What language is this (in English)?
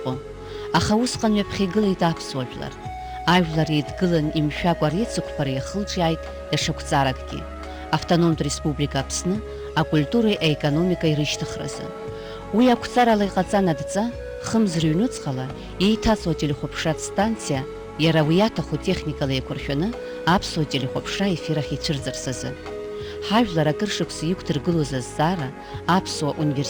Abkhazian